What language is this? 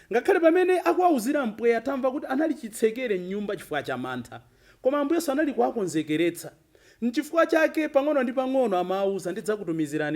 Nyanja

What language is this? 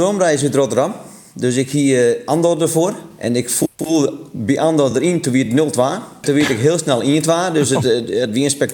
Western Frisian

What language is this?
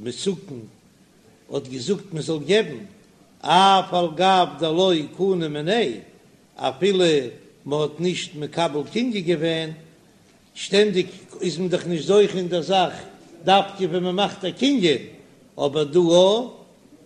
Yiddish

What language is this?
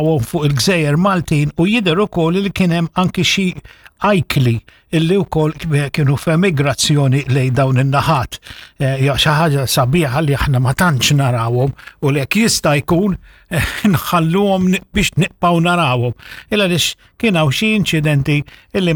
Maltese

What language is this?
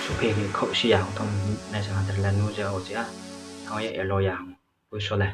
Riang (India)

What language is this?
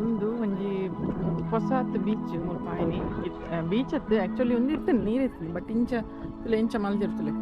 Tulu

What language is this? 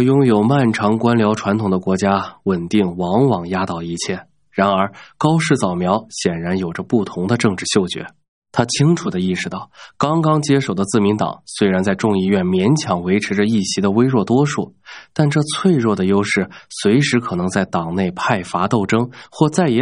Chinese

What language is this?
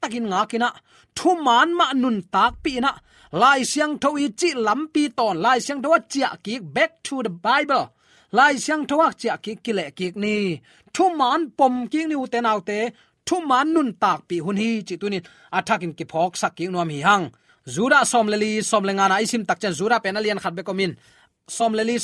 Tedim Chin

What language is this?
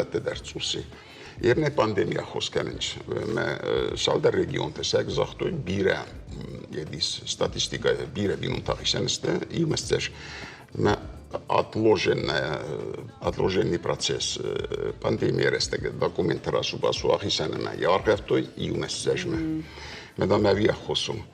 Ossetic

